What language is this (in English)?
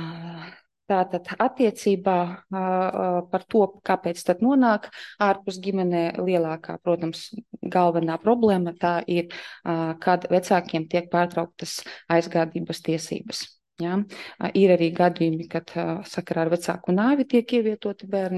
Latvian